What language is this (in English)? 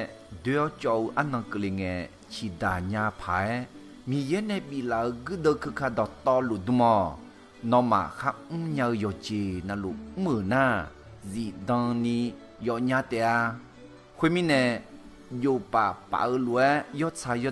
Akha